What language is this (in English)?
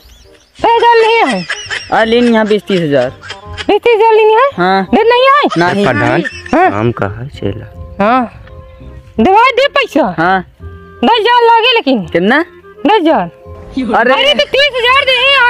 Awadhi